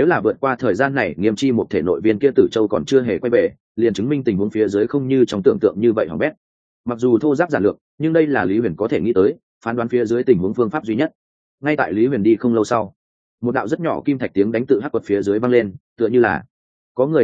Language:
Vietnamese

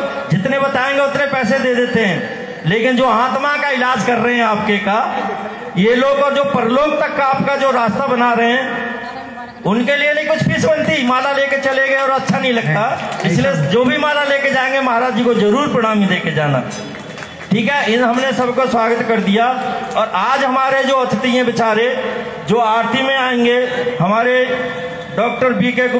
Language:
Hindi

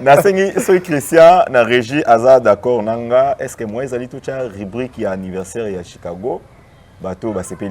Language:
Lingala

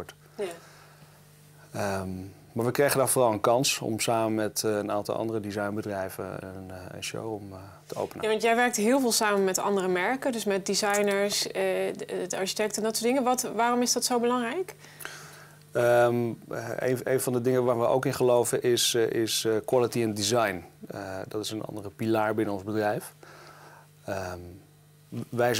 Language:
Dutch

